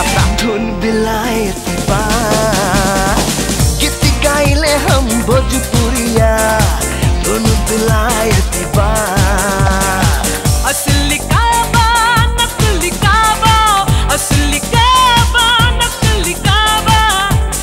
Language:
Bhojpuri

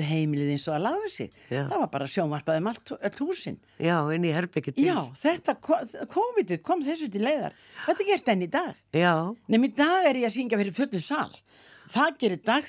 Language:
Icelandic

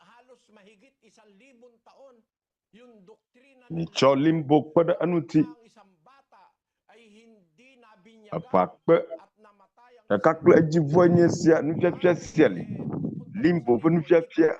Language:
Ewe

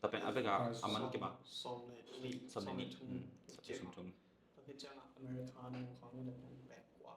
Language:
Tedim Chin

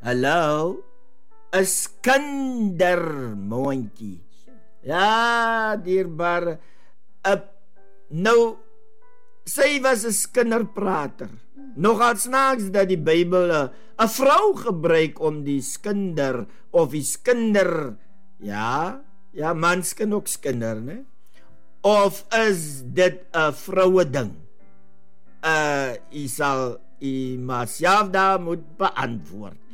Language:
Afrikaans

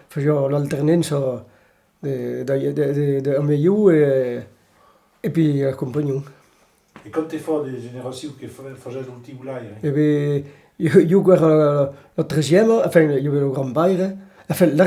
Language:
Occitan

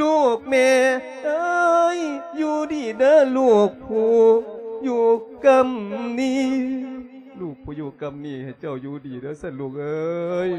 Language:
Lao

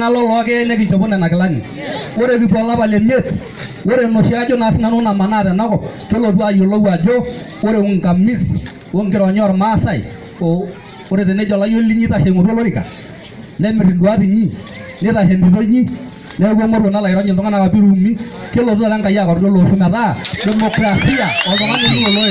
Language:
Masai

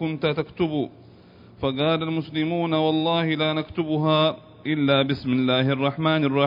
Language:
Arabic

